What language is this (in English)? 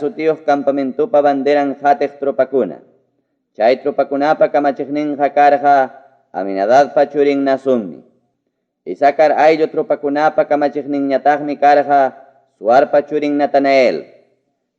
Ayacucho Quechua